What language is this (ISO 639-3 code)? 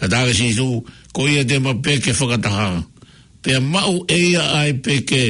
ton